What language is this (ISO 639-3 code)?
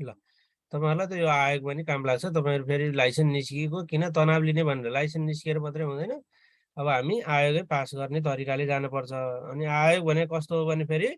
nep